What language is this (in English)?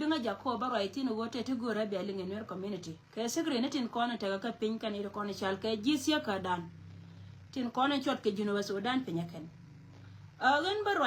Nuer